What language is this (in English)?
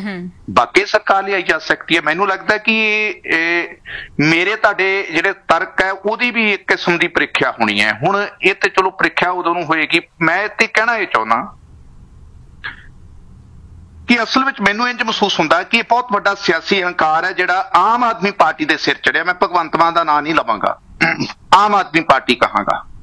Punjabi